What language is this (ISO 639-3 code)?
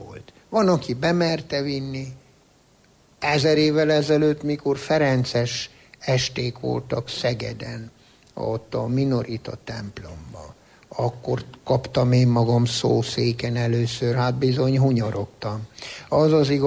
hun